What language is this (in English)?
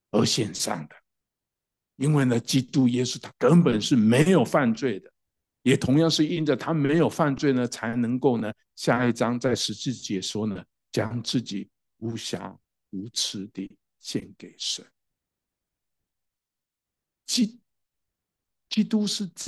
Chinese